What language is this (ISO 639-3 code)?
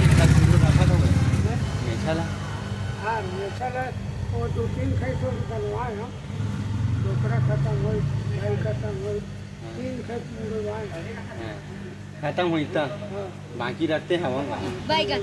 hne